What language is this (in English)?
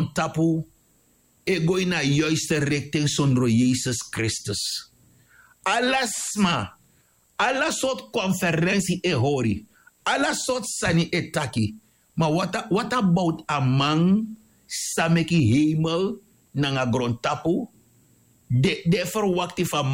Sranan Tongo